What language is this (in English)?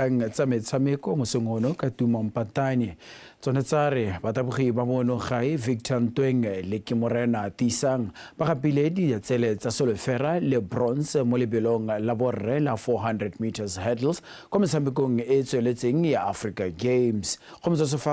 Tswana